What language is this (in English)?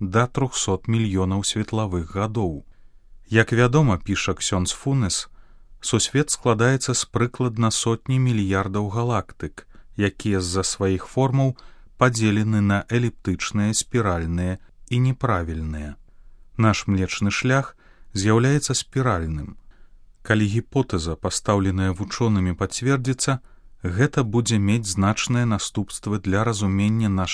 Belarusian